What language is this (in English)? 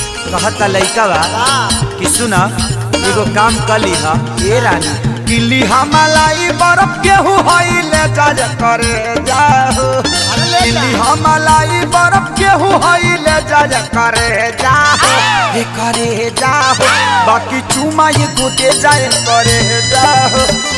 Bhojpuri